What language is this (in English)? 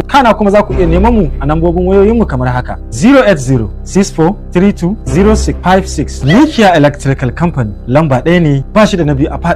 Hausa